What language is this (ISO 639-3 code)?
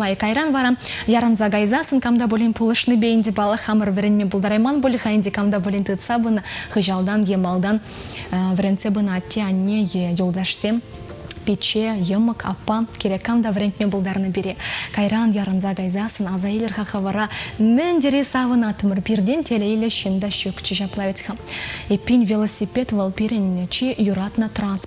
chv